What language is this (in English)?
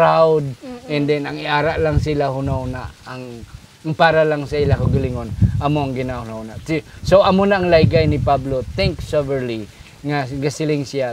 Hiligaynon